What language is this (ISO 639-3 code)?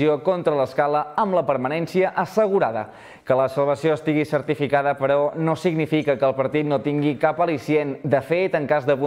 cat